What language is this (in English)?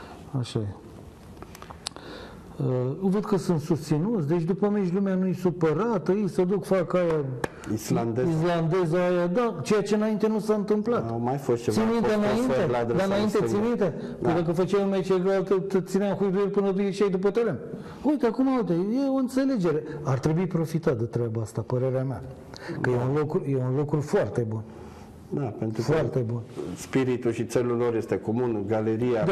Romanian